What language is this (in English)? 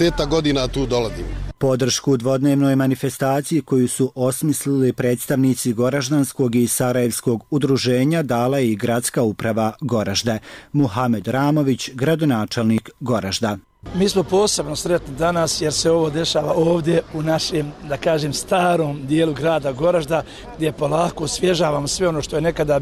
Bosnian